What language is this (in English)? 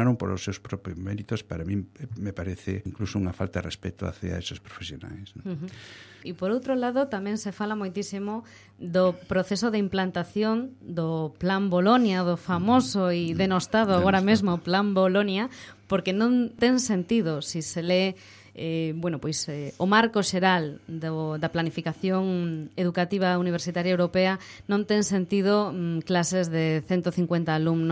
Galician